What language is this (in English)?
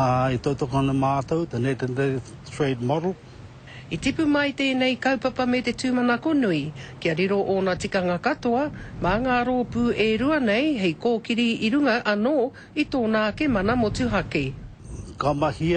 Māori